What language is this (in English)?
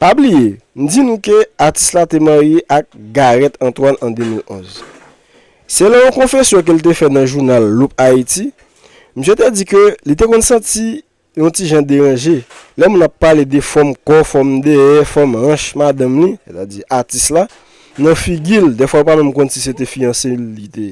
Haitian Creole